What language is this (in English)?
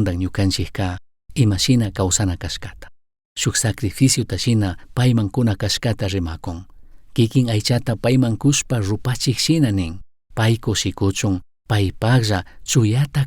Chimborazo Highland Quichua